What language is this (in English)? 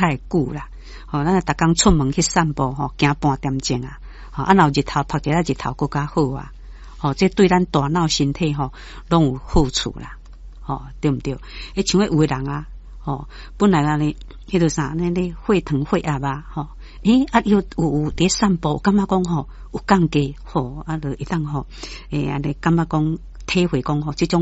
Min Nan Chinese